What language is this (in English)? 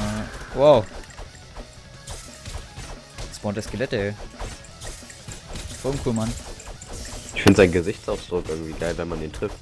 German